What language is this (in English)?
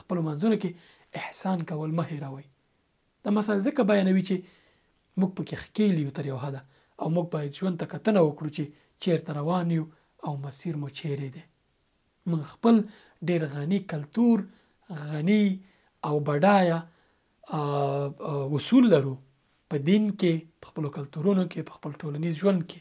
Pashto